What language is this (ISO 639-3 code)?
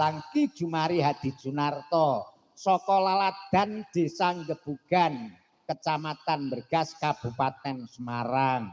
jav